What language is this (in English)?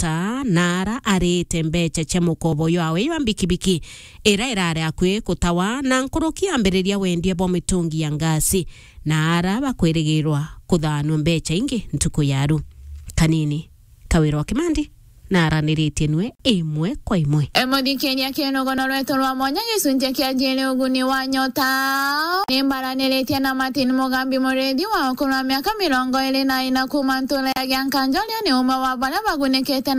Meru